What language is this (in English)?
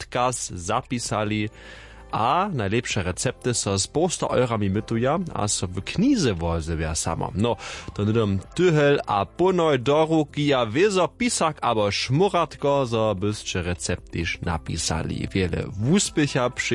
Upper Sorbian